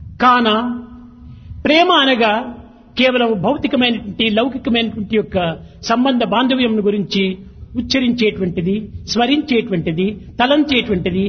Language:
Telugu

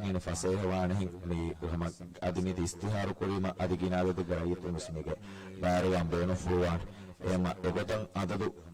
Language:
Divehi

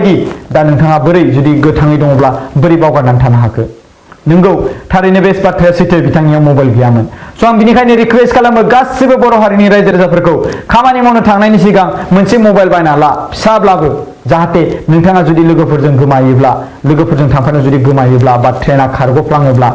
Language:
Bodo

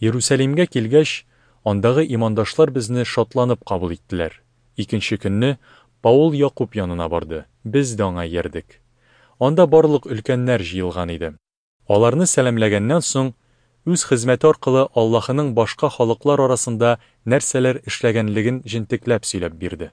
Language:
Tatar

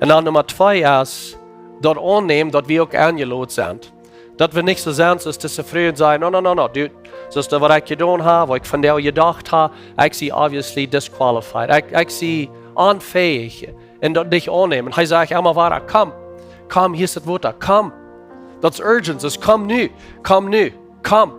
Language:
Plautdietsch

